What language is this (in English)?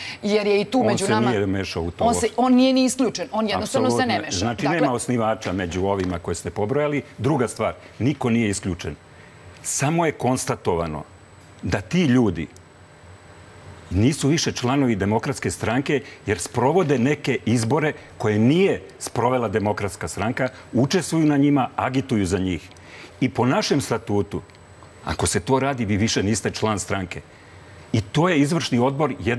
Serbian